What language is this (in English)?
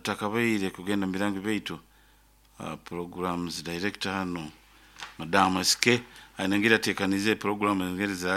Nyoro